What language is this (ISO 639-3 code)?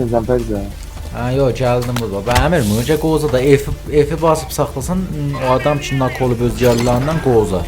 azb